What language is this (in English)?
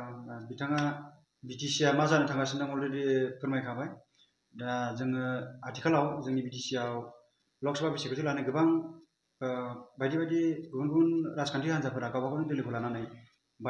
Bodo